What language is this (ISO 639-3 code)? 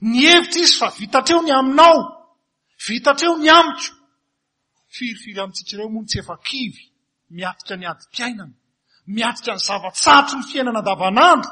mlg